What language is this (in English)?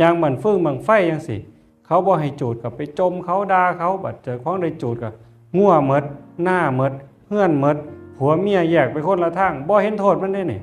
Northeastern Thai